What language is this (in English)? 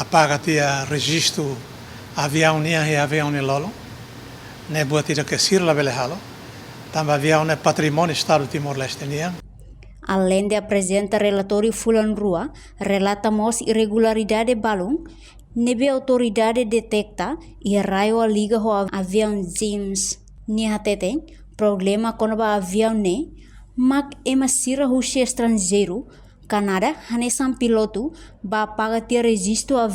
Tetum